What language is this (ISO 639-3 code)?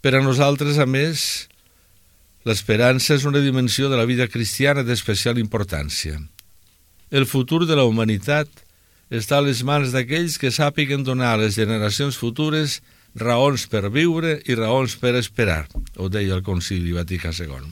cat